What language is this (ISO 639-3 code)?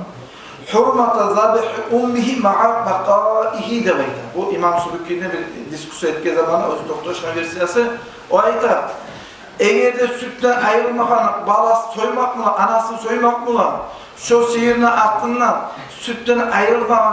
kum